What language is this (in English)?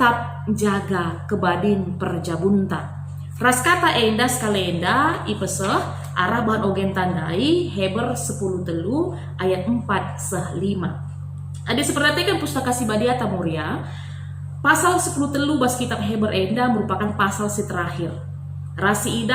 Batak Karo